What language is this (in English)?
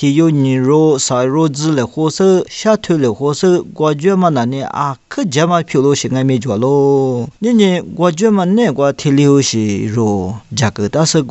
Lisu